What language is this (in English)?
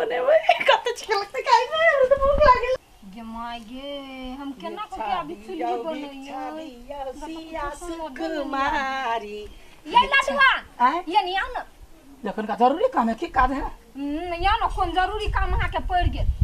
Maithili